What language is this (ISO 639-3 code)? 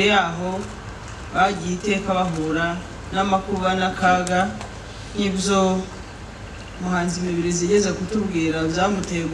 kin